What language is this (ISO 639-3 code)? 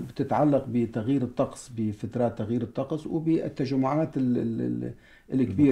apc